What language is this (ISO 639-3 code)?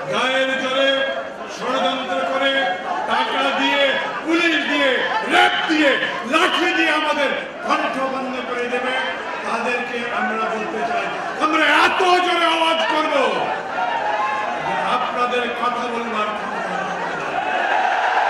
ben